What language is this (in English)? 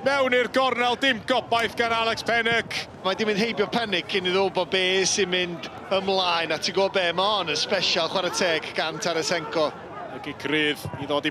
Welsh